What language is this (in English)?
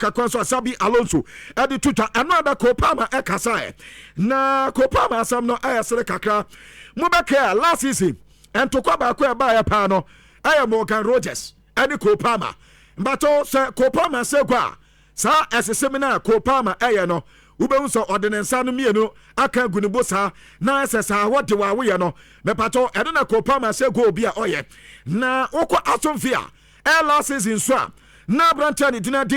Akan